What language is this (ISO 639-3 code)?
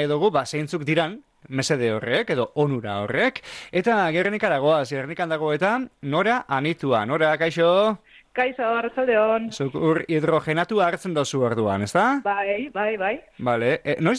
eus